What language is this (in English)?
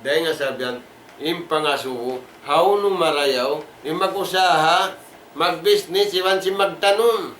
Tausug